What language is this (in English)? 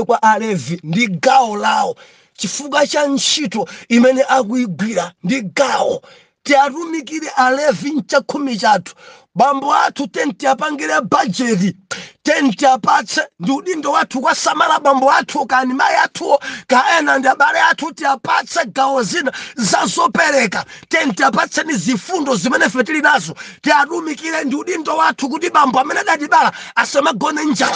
Nyanja